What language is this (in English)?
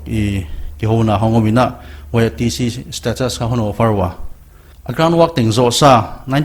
Paite Chin